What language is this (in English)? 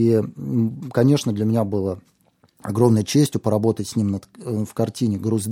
Russian